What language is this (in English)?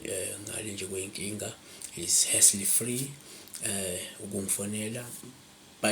Zulu